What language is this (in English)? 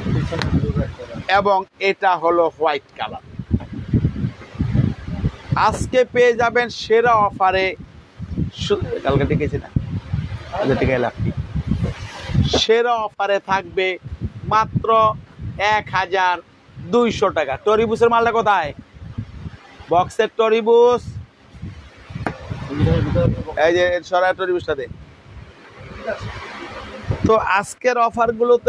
Bangla